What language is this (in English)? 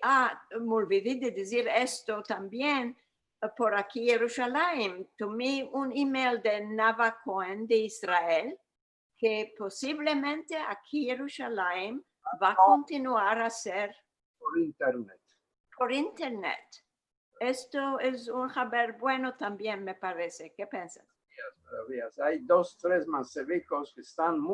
Ladino